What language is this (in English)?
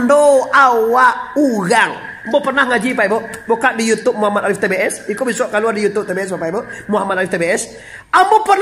Minangkabau